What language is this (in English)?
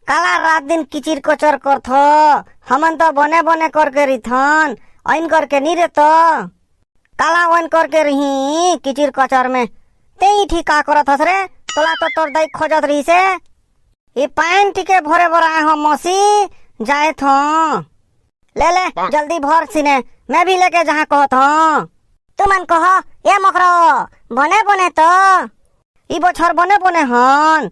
Chhattisgarhi